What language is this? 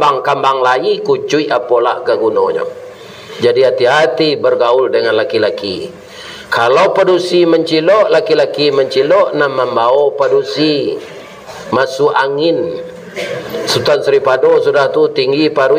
Minangkabau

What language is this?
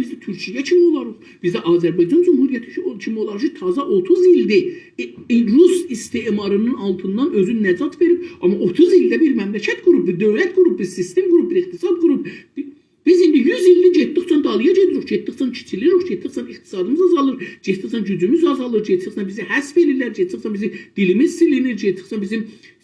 South Azerbaijani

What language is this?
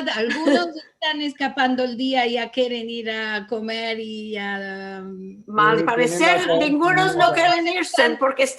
Ladino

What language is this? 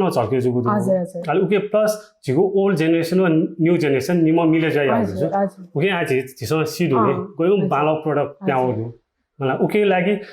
Newari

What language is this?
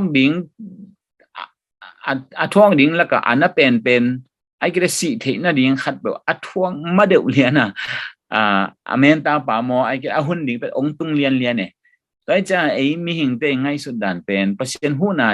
Tedim Chin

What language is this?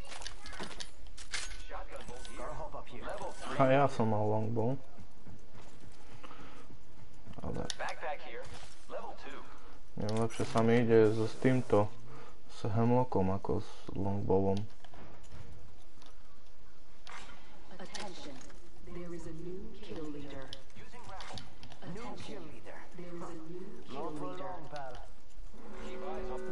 Slovak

